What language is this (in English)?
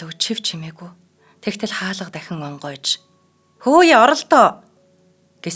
Mongolian